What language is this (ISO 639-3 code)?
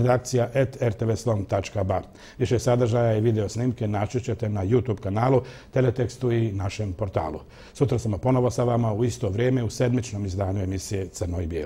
bos